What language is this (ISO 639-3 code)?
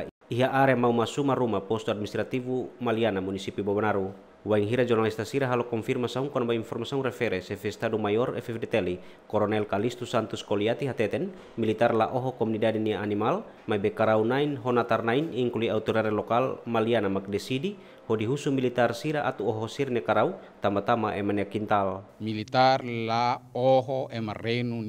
tet